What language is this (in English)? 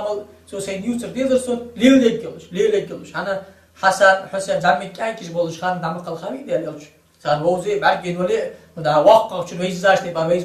Ingush